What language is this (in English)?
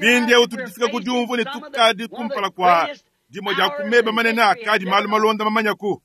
Luba-Lulua